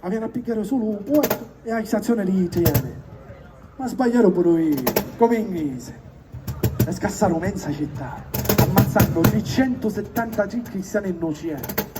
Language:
Sicilian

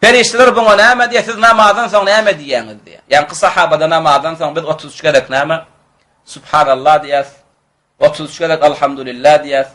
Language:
Turkmen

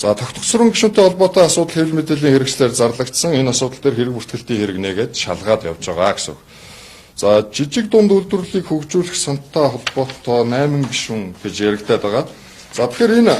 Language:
Mongolian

